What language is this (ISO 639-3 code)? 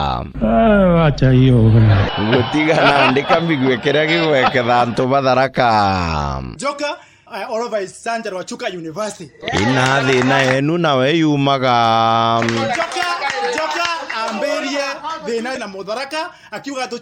mer